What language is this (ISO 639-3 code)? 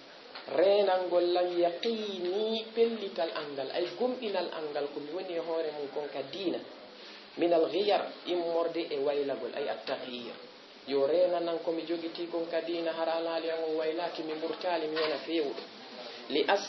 ful